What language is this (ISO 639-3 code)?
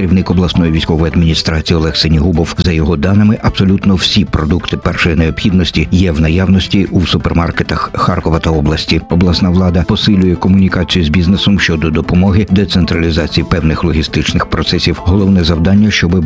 ukr